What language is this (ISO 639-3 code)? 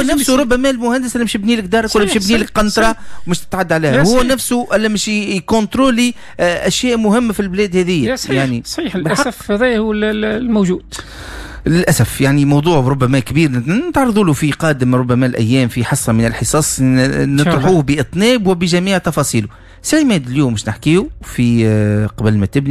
aeb